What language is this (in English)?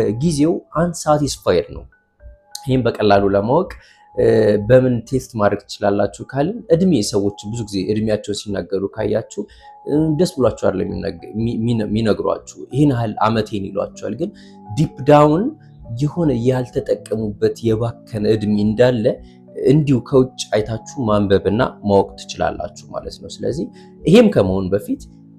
Amharic